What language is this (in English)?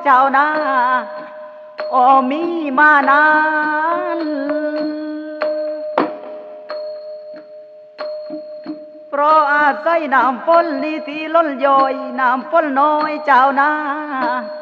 Thai